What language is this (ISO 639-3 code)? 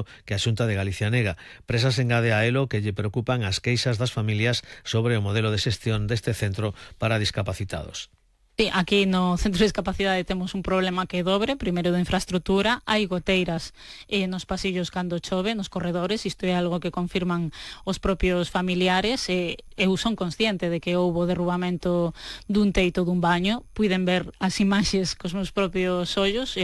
glg